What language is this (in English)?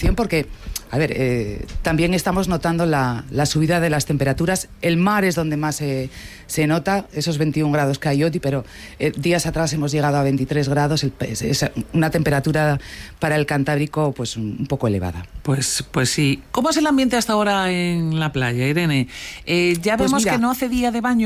Spanish